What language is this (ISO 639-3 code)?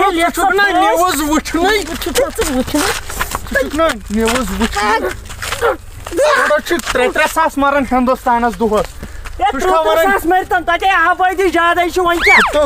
kas